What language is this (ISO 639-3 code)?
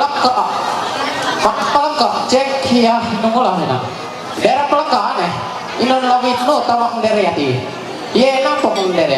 mhy